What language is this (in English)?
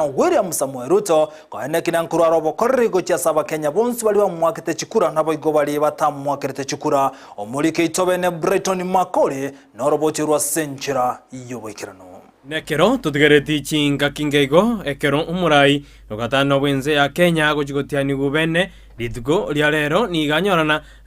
Gusii